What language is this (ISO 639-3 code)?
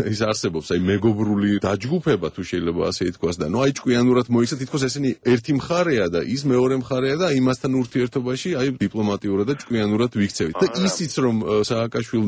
kat